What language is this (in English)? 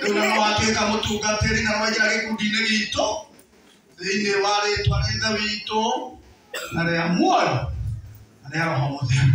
Kikuyu